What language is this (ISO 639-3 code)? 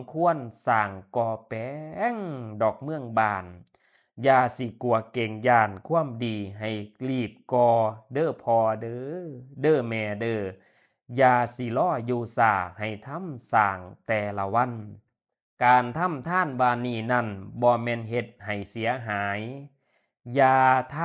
tts